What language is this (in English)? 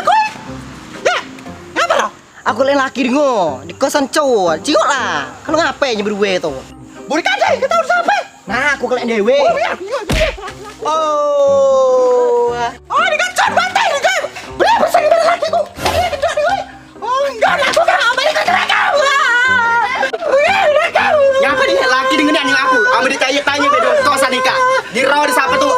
Musi